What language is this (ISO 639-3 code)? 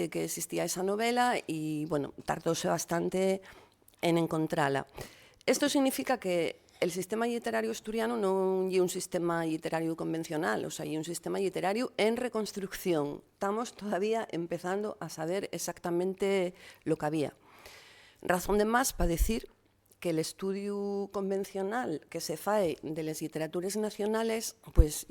ast